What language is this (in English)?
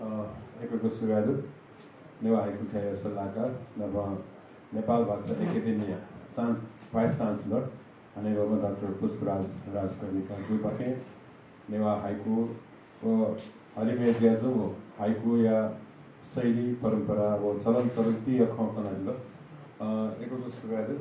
Newari